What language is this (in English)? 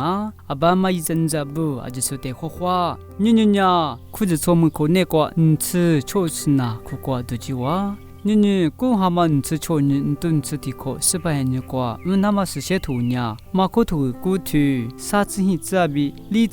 Lisu